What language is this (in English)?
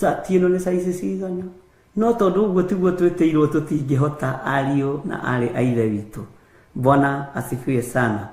Kikuyu